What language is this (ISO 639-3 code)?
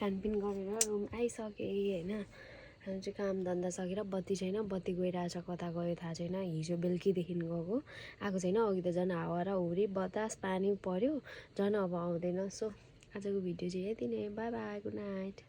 nep